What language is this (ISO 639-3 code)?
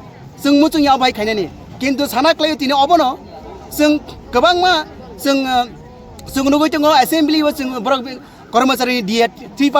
trp